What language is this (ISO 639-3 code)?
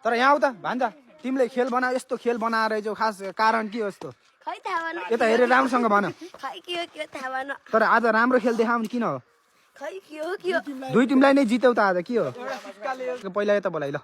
nep